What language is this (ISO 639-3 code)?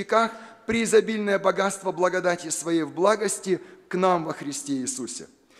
rus